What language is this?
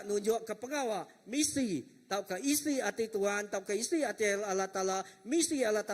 Iban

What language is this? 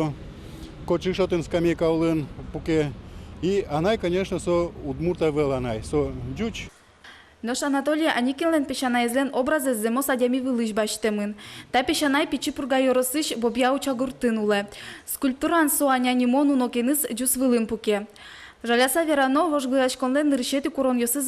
Udmurt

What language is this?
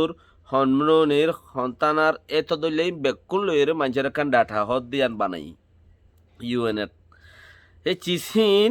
Rohingya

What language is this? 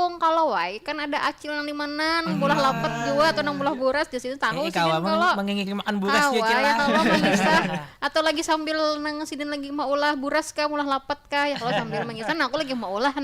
Banjar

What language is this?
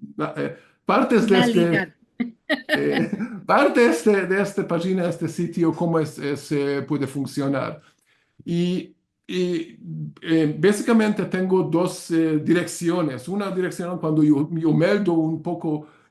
Ladino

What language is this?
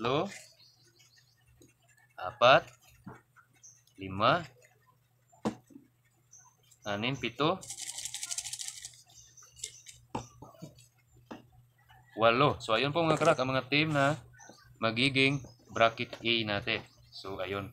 Filipino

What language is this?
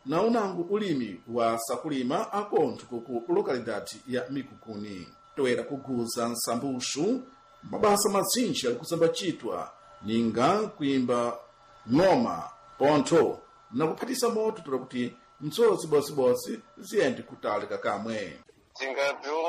Sena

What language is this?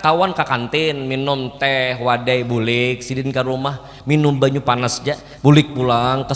Banjar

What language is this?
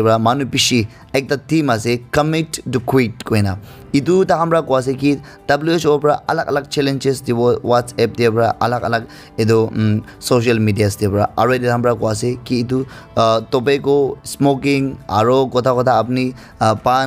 Naga Pidgin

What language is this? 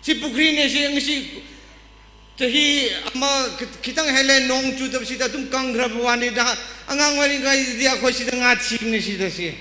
Tangkhul Naga (India)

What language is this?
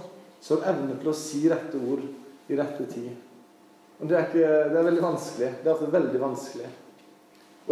Norwegian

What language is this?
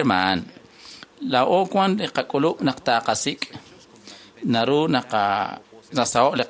Kekchí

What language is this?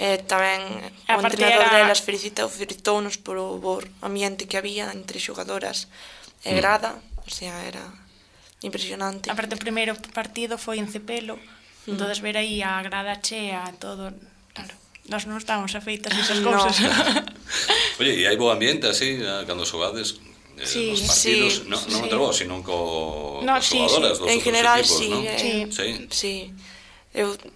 Galician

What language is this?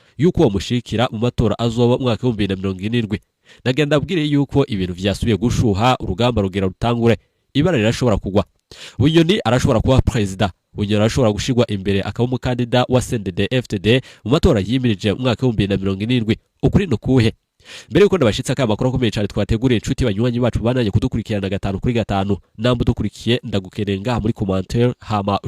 Rundi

